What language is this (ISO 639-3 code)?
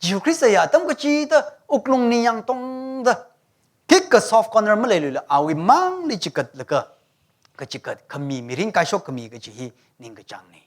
nmf